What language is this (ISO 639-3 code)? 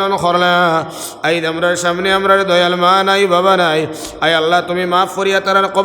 syl